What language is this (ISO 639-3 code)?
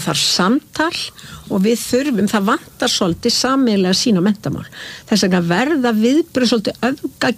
isl